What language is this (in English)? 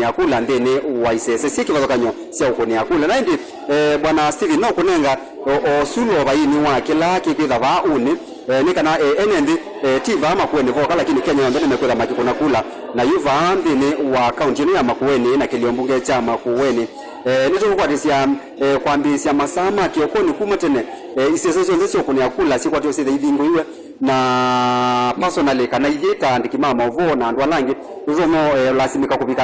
Kamba